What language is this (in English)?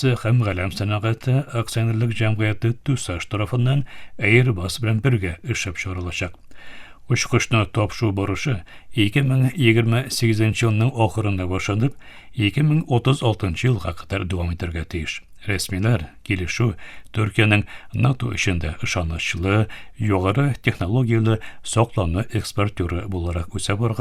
Tatar